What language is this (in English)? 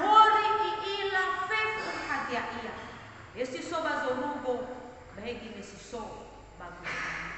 Nias